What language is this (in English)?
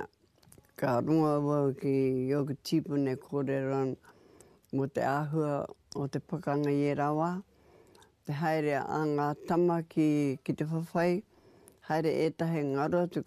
Māori